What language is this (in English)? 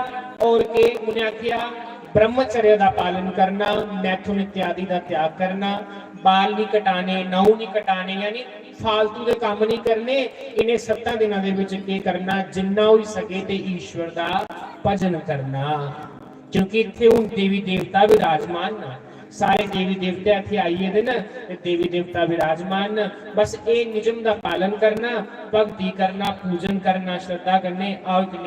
Dogri